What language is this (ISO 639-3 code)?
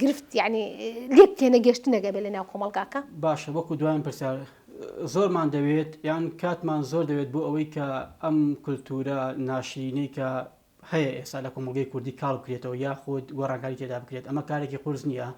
ckb